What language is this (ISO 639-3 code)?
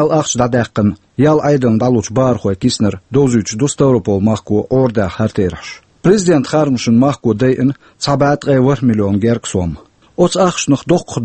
che